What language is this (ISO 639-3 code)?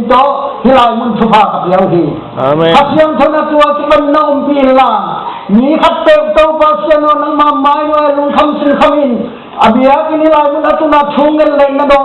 ctd